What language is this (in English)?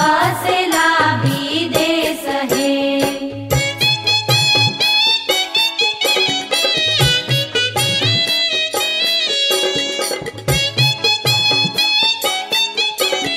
Bhojpuri